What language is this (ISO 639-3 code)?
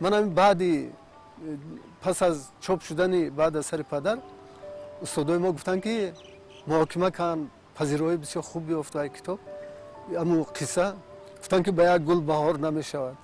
tgk